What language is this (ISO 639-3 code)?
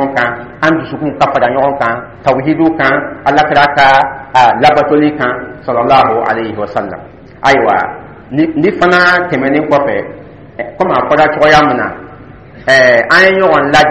dyu